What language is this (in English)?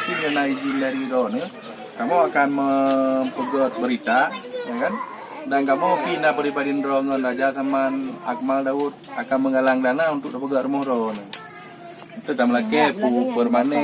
Achinese